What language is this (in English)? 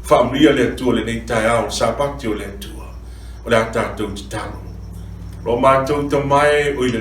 Samoan